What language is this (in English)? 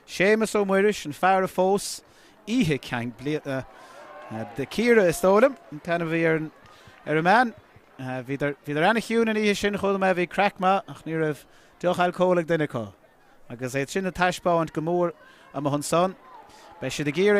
Irish